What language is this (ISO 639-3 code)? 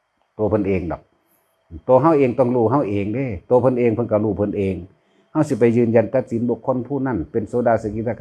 lao